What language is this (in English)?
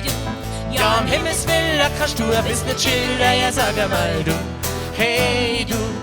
Bavarian